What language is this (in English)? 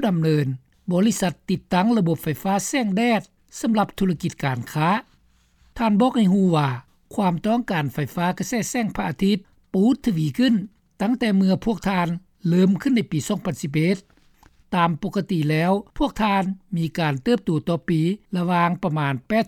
Lao